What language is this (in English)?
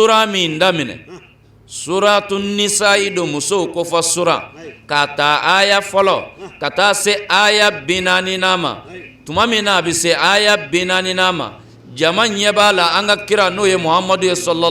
Bambara